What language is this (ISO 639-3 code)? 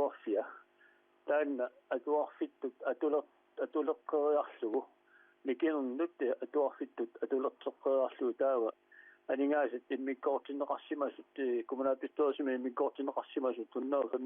kal